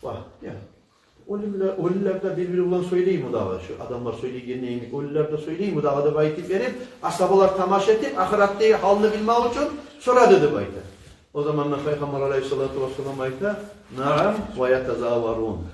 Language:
Kumyk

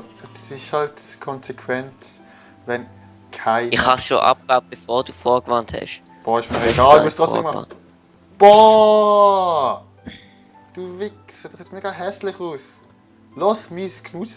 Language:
Swiss German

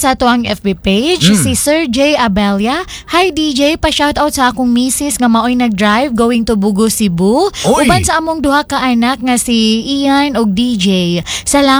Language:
Cebuano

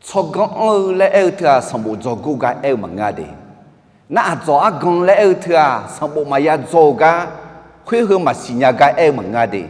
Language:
Akha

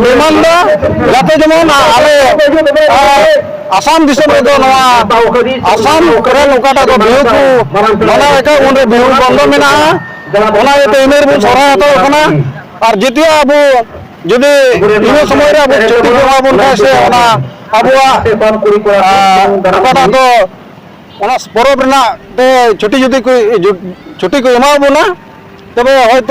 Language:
Santali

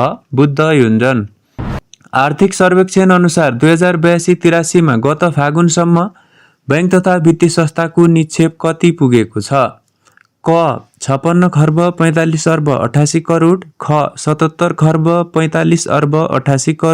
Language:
Nepali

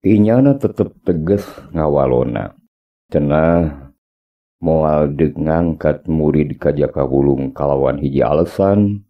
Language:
Sundanese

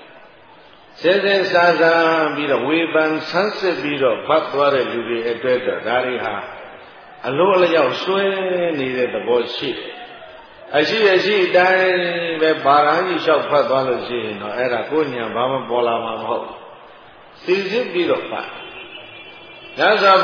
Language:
Burmese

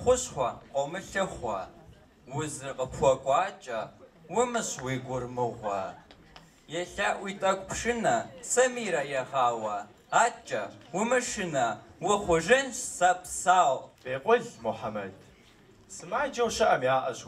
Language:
Kabardian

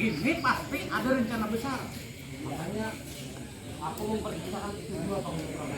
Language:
Banjar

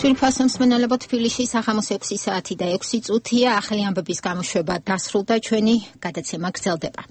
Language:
Georgian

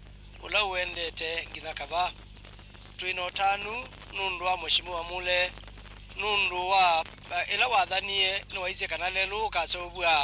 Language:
Kamba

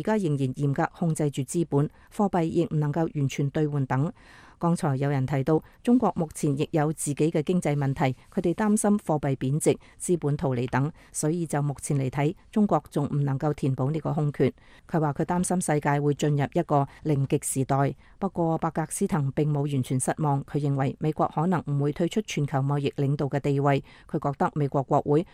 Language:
Cantonese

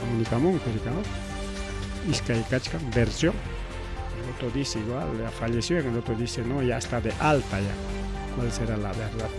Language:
Ayacucho Quechua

